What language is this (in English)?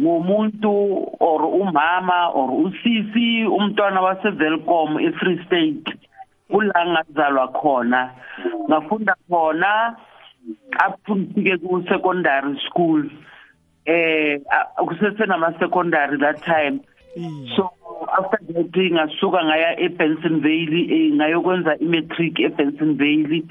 South Ndebele